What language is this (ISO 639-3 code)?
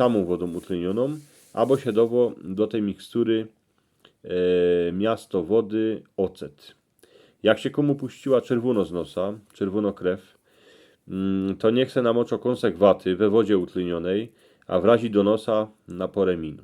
szl